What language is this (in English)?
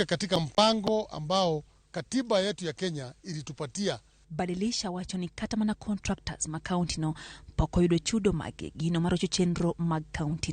Luo (Kenya and Tanzania)